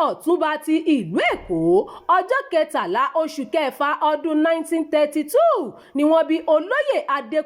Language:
Yoruba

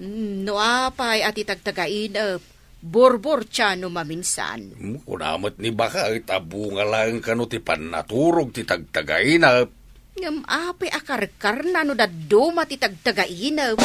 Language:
Iloko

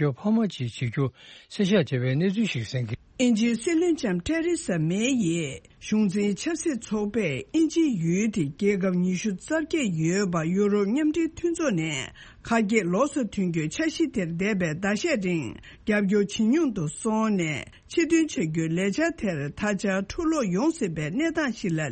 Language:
Tibetan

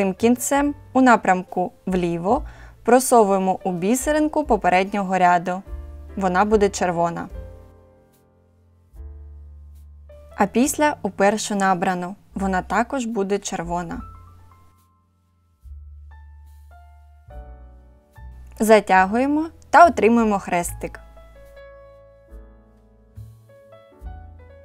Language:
Ukrainian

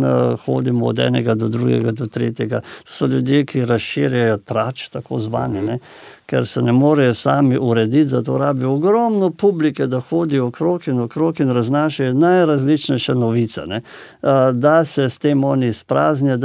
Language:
Slovenian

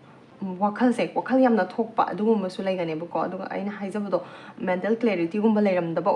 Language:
Manipuri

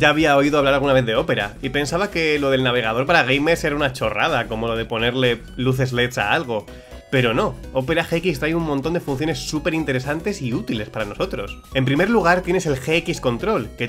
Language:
Spanish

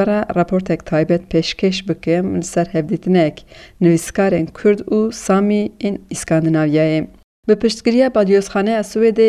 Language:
Kurdish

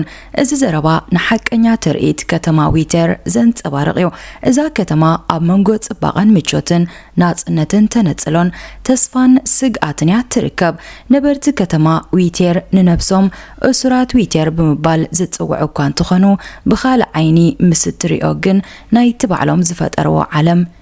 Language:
Tigrinya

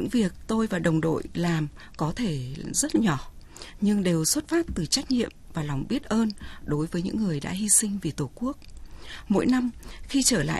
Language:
Vietnamese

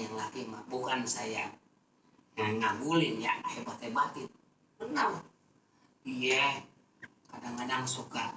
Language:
Betawi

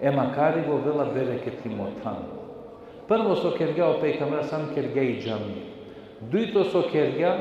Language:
Balkan Romani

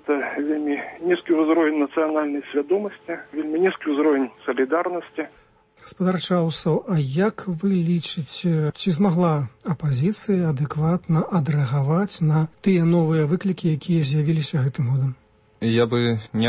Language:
Belarusian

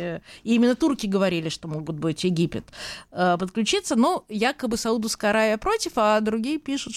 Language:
Russian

